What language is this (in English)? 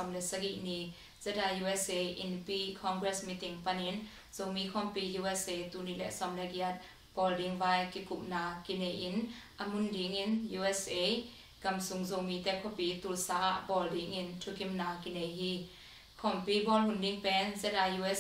Tedim Chin